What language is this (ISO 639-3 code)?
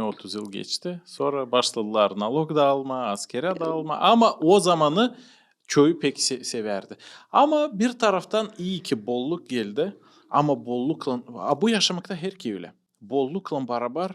gag